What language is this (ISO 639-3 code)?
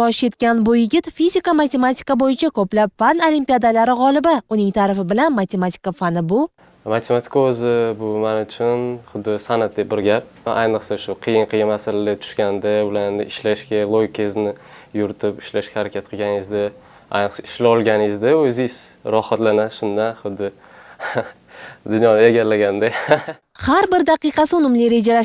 uzb